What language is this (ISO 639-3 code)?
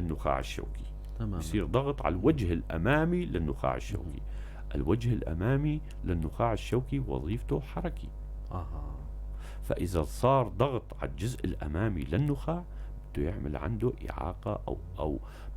apc